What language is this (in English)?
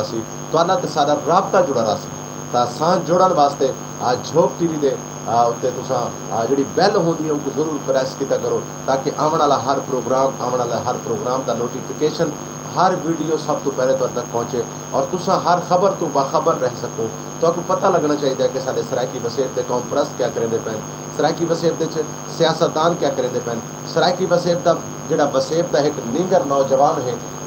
Saraiki